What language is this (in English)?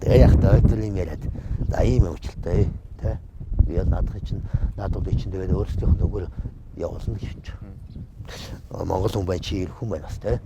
Mongolian